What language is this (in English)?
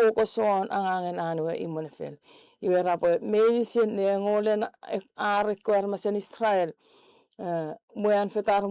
Chuukese